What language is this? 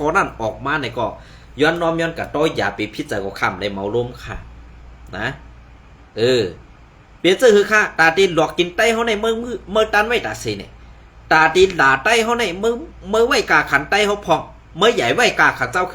Shan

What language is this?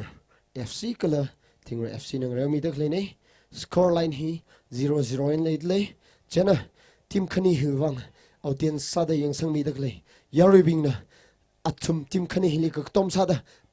Tangkhul Naga (India)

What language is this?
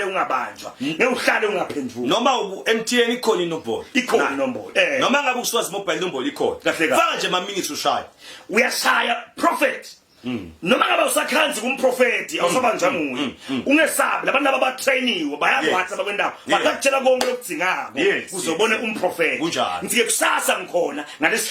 Zulu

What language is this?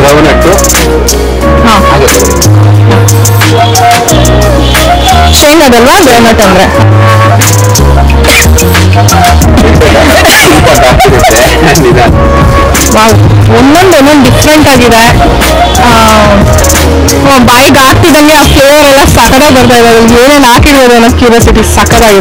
Kannada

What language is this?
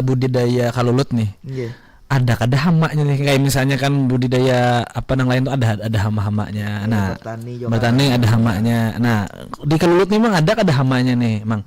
Banjar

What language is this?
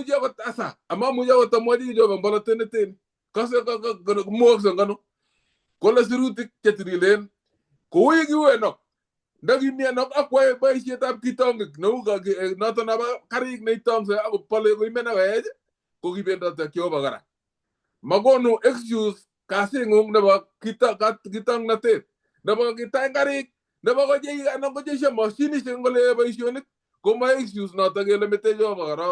Kalenjin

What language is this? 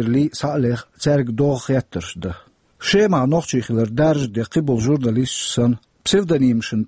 Chechen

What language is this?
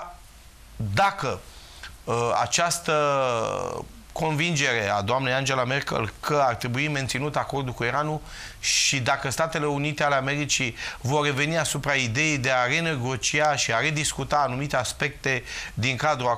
Romanian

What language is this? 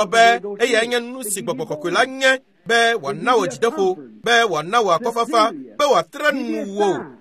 Ewe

